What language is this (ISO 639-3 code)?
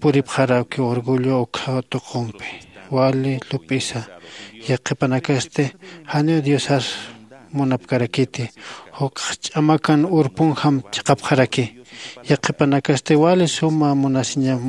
aym